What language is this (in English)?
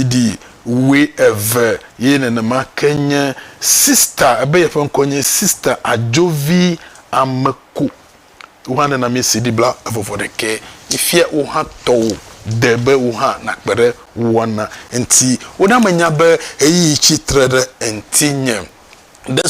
Ewe